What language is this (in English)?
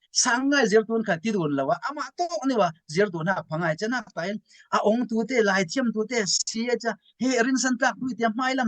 Falam Chin